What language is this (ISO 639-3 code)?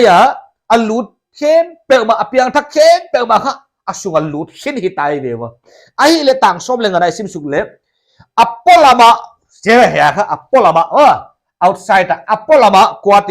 pck